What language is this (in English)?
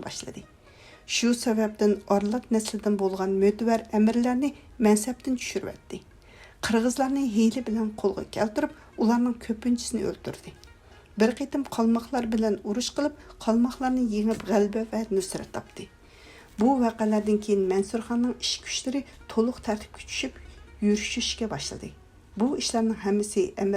Uyghur